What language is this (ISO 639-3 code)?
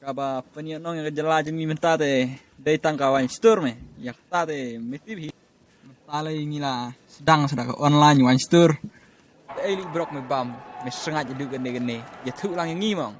kha